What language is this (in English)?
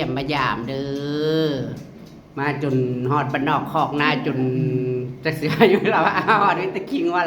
Northeastern Thai